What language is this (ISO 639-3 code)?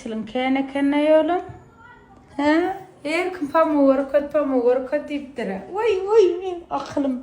tuk